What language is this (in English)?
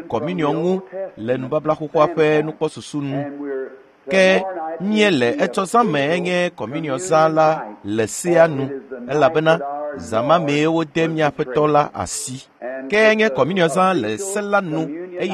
Ewe